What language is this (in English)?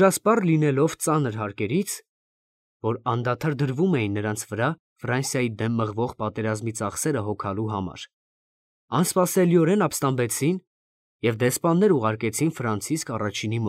Armenian